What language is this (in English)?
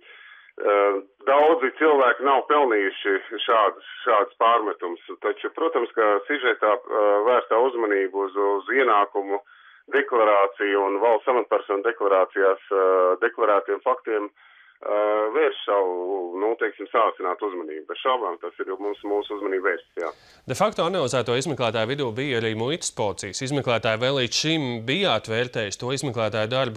Latvian